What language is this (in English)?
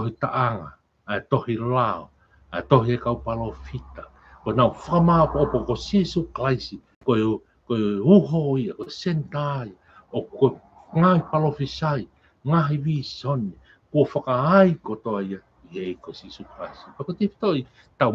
Tongan